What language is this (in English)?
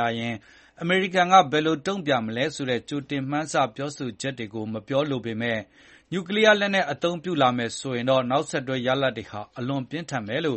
Burmese